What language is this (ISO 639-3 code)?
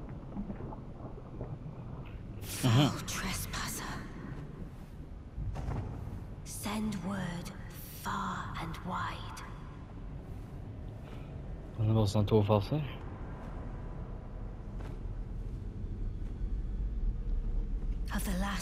nor